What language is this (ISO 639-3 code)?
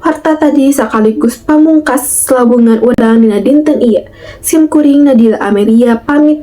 sun